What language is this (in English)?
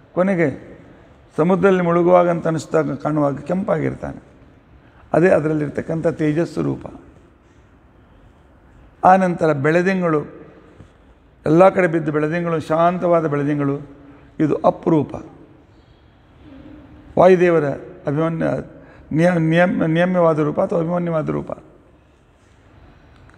Kannada